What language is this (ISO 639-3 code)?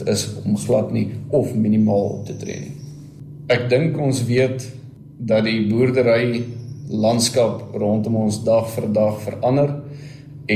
afr